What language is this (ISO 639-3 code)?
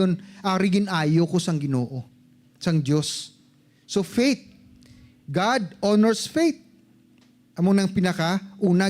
hil